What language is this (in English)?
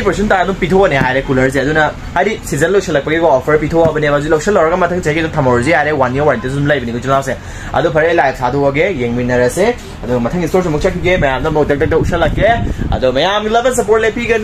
Manipuri